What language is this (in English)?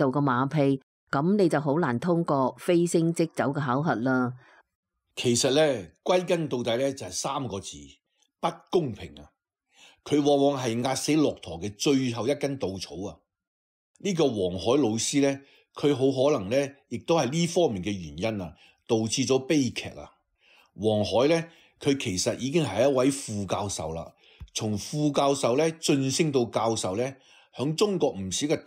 Cantonese